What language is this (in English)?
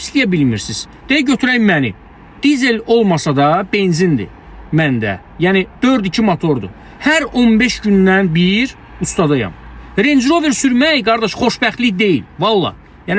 Azerbaijani